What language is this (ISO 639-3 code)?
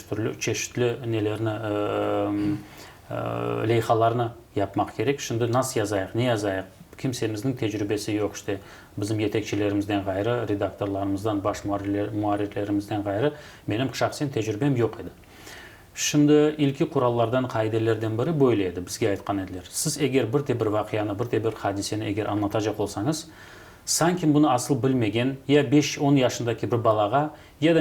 crh